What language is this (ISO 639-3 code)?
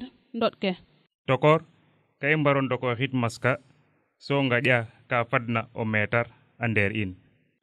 srr